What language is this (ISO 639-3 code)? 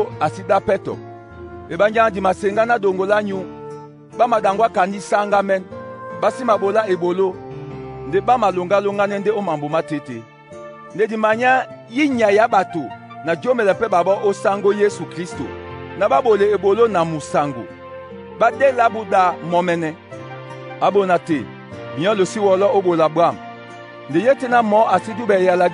dua